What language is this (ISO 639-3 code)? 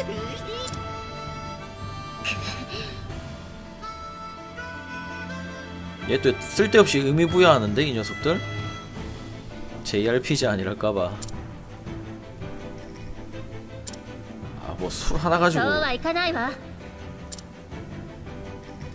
kor